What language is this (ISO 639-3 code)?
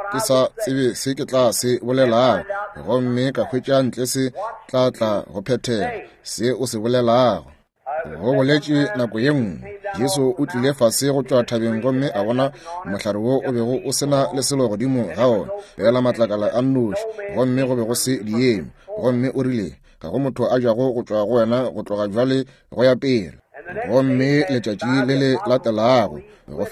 nso